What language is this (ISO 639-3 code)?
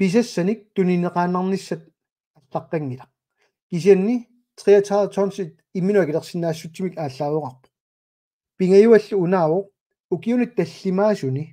kal